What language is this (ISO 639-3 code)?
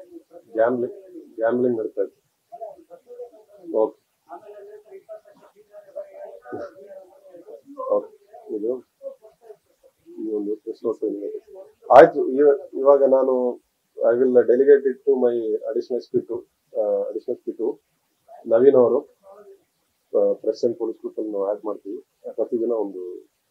kan